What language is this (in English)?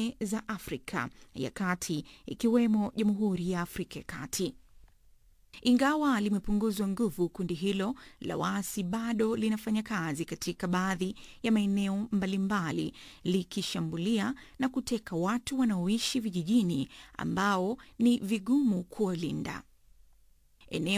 Swahili